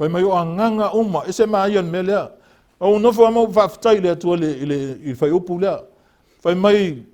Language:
Samoan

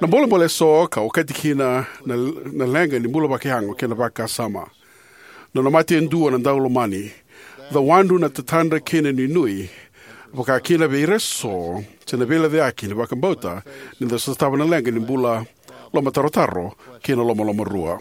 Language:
Fijian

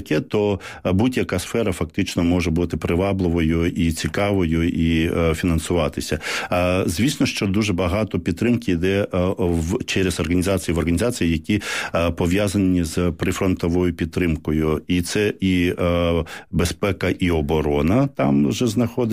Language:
Ukrainian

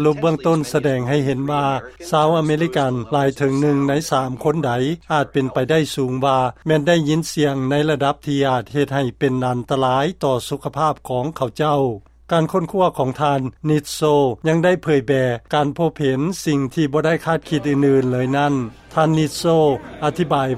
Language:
Lao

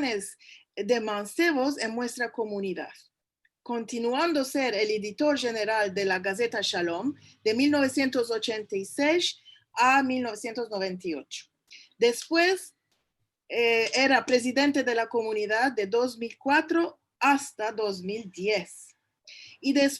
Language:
Ladino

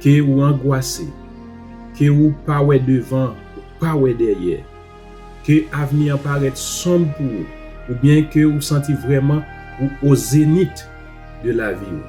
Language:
Haitian Creole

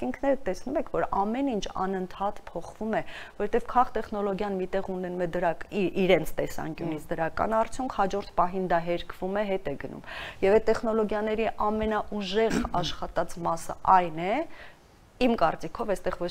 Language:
Armenian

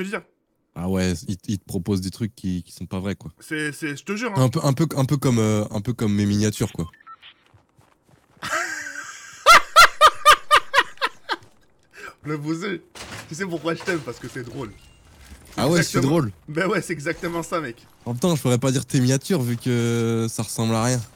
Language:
French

